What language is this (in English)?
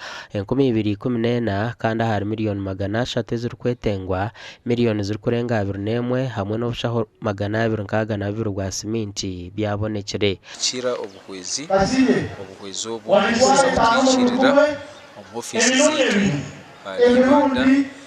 Nyankole